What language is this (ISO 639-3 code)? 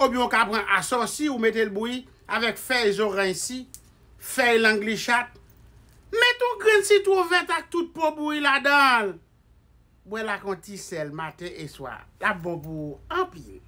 hat